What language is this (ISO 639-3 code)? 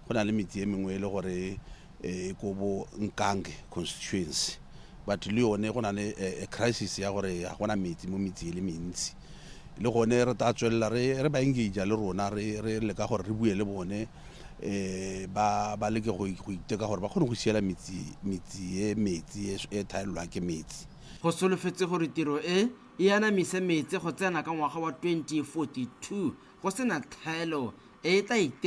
tsn